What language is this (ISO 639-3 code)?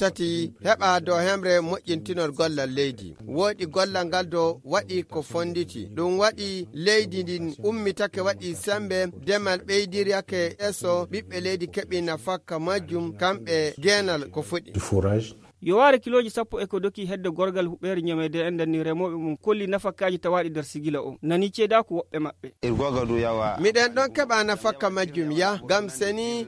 ful